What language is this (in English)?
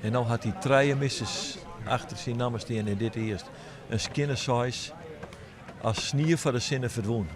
Western Frisian